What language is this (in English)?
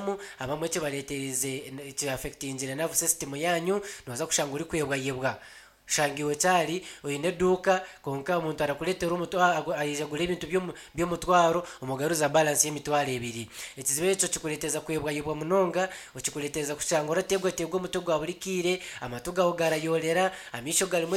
Nyankole